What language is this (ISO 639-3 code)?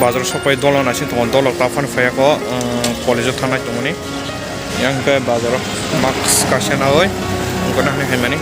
trp